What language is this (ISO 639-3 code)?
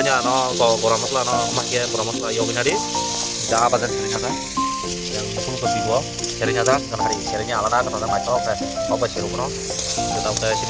trp